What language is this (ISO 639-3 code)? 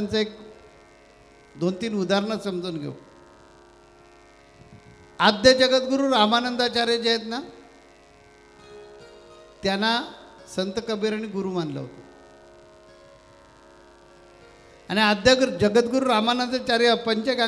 mar